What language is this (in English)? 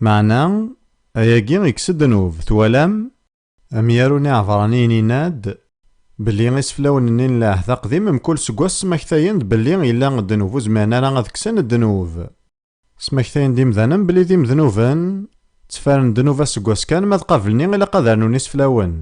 Kabyle